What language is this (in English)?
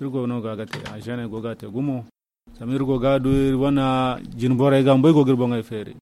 Zarma